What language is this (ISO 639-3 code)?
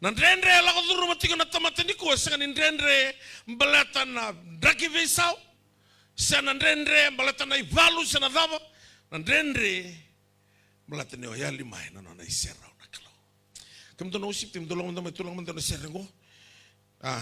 fij